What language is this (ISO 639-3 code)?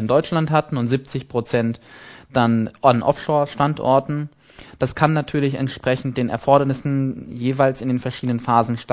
deu